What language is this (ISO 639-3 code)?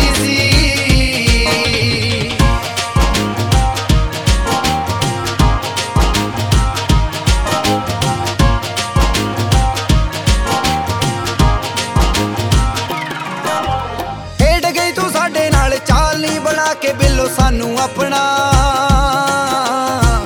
pan